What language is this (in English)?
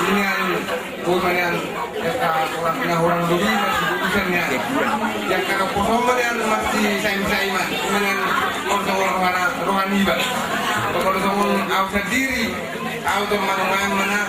Batak Toba